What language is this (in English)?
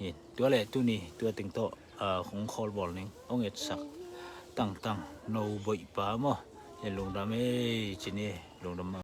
Tedim Chin